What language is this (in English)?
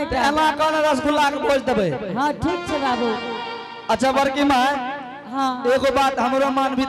Angika